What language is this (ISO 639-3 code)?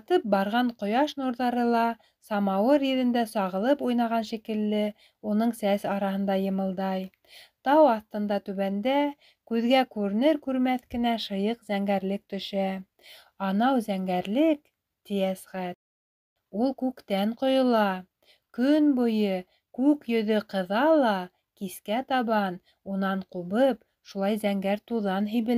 bak